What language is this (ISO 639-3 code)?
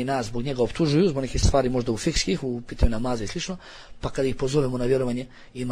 bos